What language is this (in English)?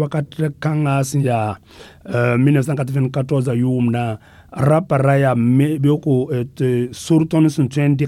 Mossi